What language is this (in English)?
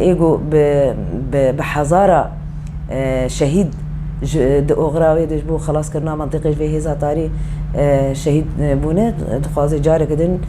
Kurdish